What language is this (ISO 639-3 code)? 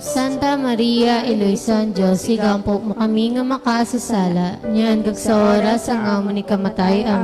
hil